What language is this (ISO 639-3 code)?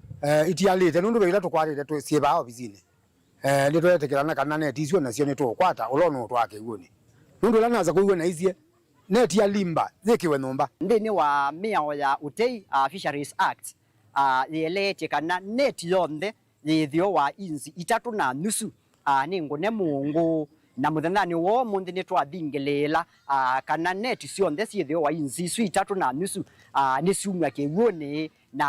kam